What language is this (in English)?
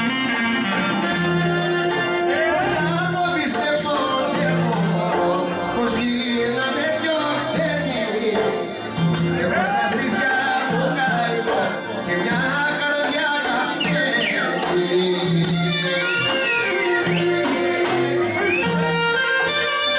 Greek